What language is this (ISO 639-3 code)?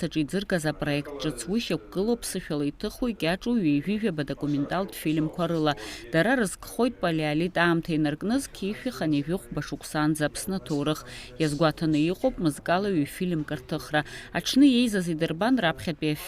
abk